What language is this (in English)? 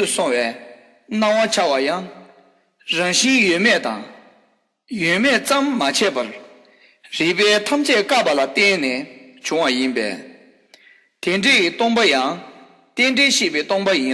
Tibetan